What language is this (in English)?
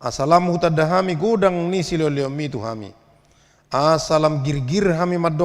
Batak Toba